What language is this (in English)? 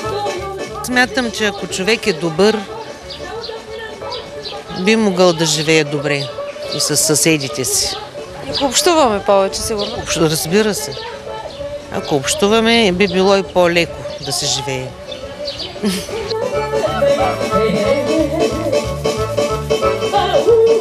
Bulgarian